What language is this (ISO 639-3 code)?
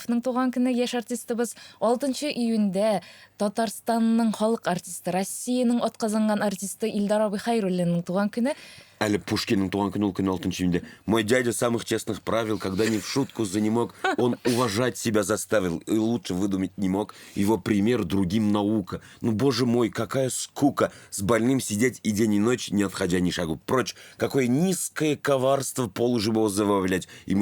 tat